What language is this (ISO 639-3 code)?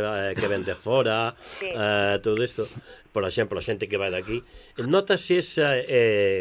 glg